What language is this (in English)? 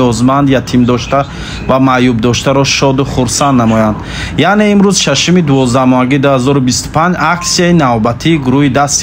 Tajik